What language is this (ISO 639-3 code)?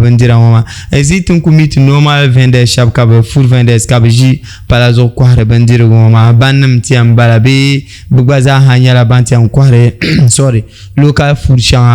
dag